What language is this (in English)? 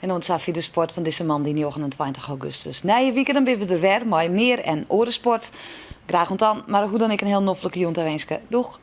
Western Frisian